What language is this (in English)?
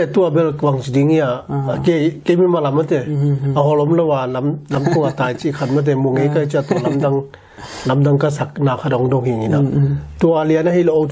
Tedim Chin